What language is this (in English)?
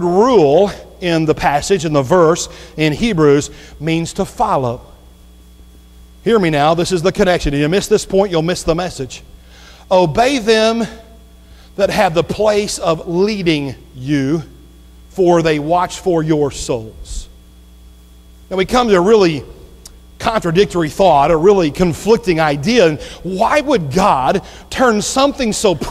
English